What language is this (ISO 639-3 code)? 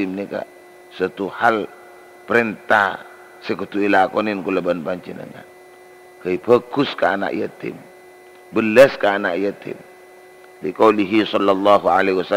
mad